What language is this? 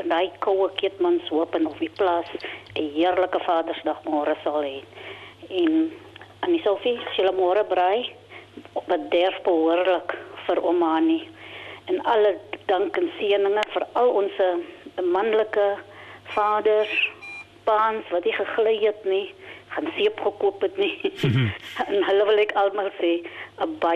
Afrikaans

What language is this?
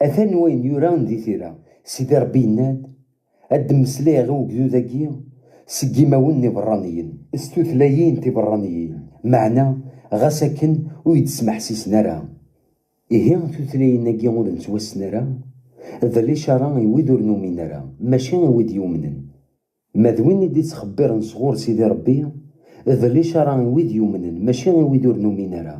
Kabyle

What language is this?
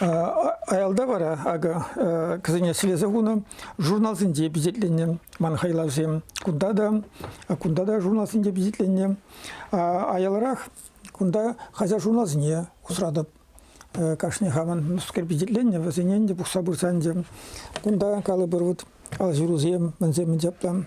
Chuvash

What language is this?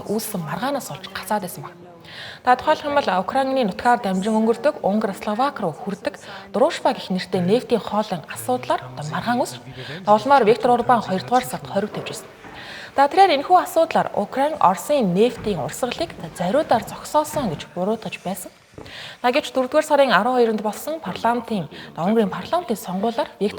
Mongolian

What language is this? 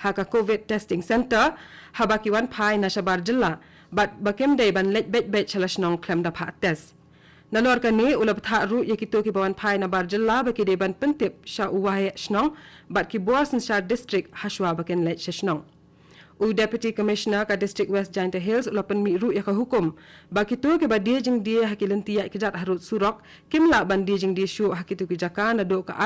Khasi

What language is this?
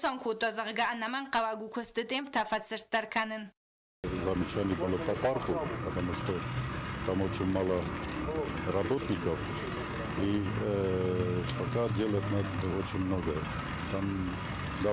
Ossetic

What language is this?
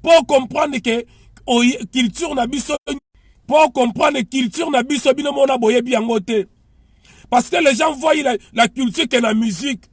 Lingala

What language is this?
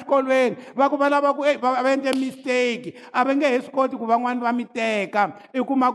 Tsonga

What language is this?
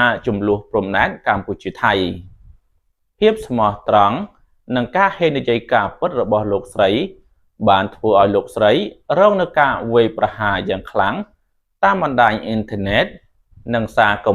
Khmer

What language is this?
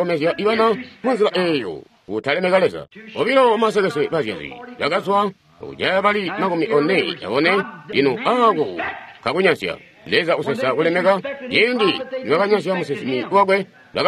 Tonga (Zambia)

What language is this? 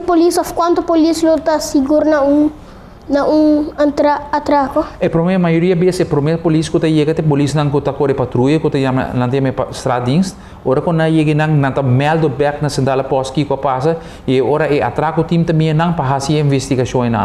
Papiamento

